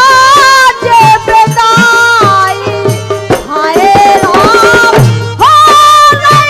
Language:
Bundeli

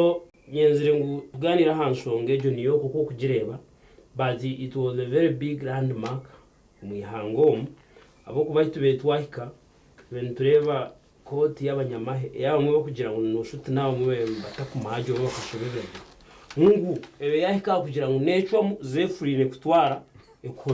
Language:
Nyankole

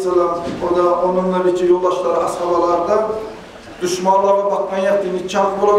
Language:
Kumyk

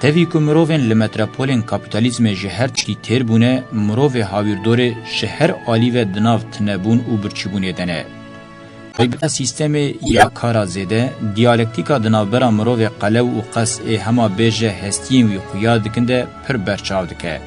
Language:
Kurdish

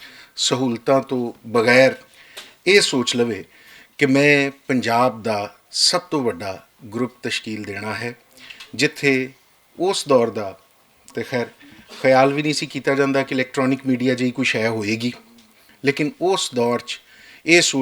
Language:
Western Panjabi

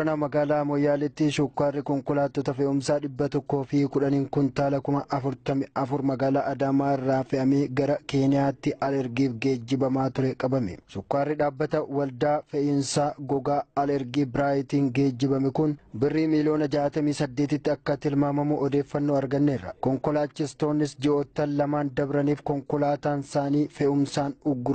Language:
Oromo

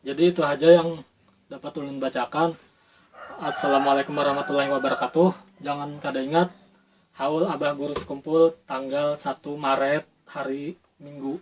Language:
Banjar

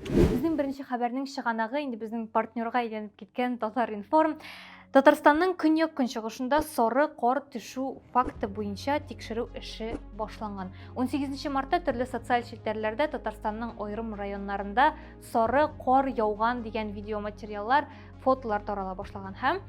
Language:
Tatar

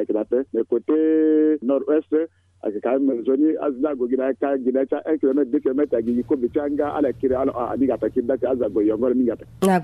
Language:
Sango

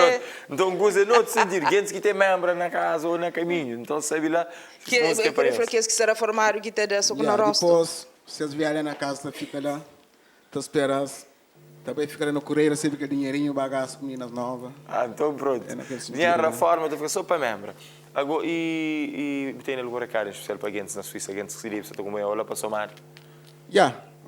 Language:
Kabuverdianu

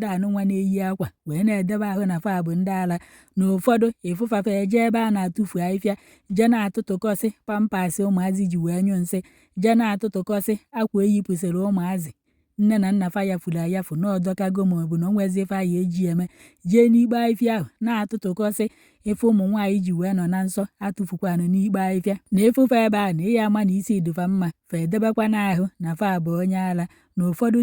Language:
Igbo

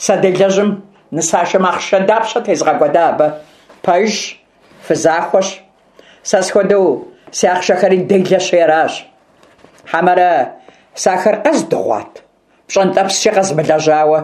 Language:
Kabardian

